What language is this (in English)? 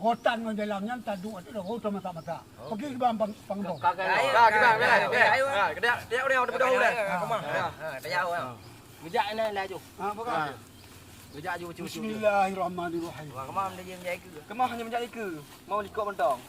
Achinese